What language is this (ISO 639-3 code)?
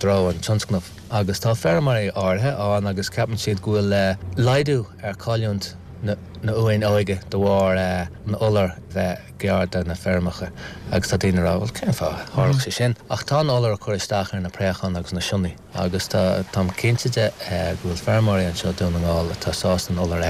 gle